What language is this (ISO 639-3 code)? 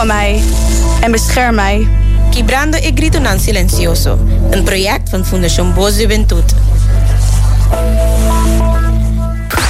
nld